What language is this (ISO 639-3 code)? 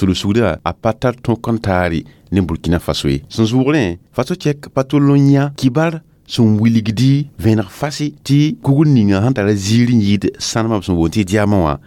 mos